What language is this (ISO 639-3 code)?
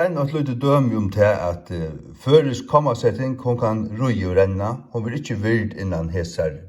fao